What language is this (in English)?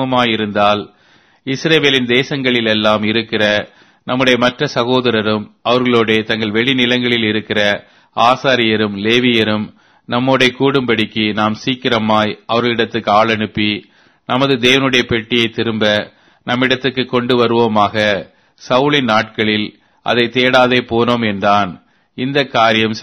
Tamil